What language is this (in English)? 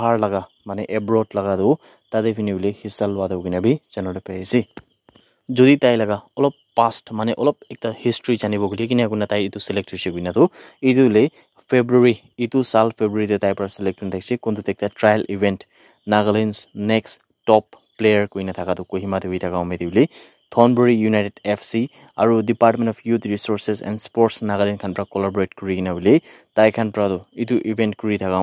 Naga Pidgin